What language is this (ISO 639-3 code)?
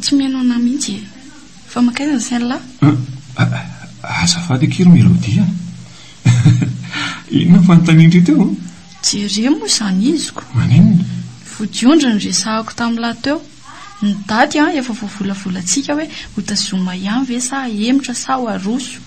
mlg